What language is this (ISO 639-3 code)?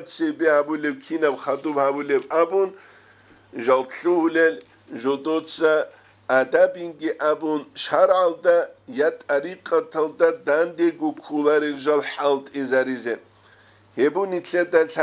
ava